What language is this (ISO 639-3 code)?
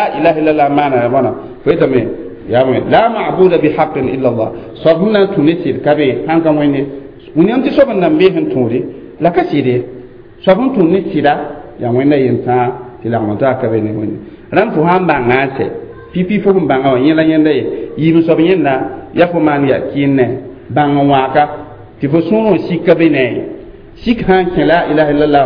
mos